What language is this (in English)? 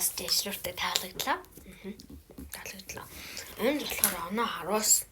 Mongolian